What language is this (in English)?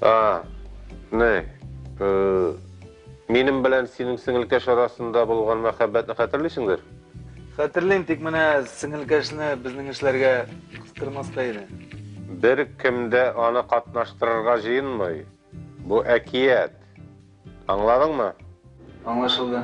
Tatar